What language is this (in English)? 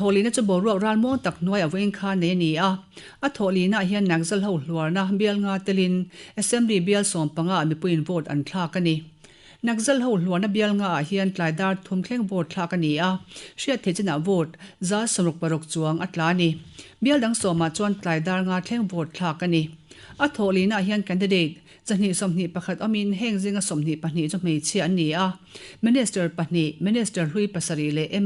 Mizo